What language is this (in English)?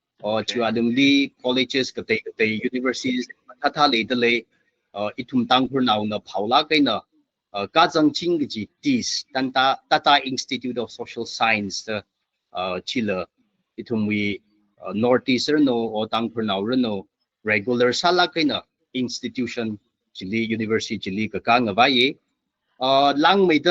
Tangkhul Naga (India)